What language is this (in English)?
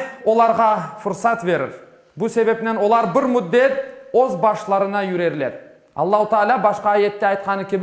Crimean Tatar